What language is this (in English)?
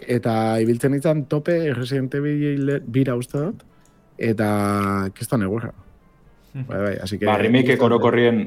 Basque